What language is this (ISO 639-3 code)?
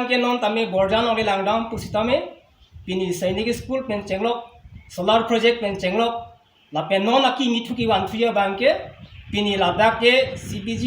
mjw